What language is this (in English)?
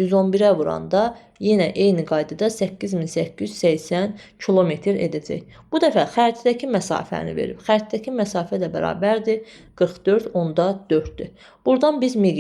Azerbaijani